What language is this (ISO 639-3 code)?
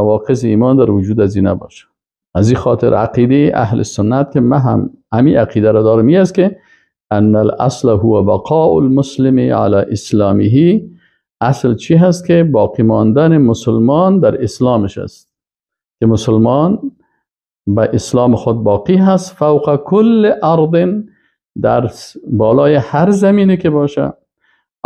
fas